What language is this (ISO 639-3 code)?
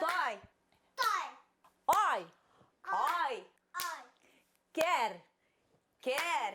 bak